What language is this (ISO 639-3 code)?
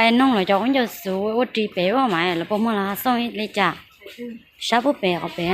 hmn